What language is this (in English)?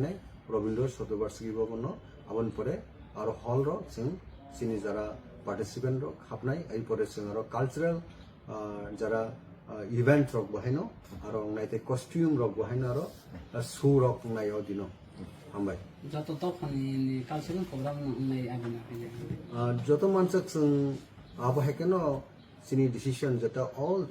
Kok Borok